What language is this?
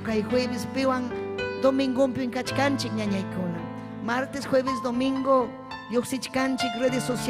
Ayacucho Quechua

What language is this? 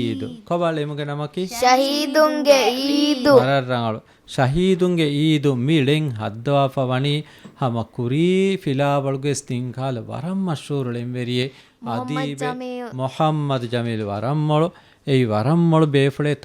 Divehi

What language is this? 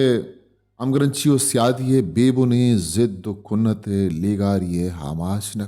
Baluchi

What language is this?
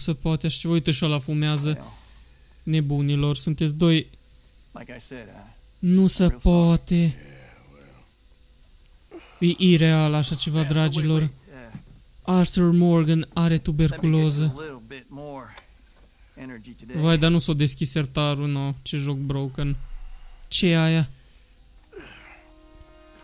Romanian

